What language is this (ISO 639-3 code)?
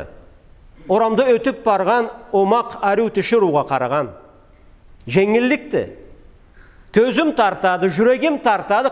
krc